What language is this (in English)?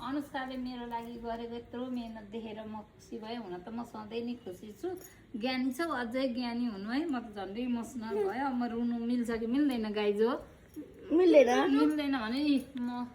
Nepali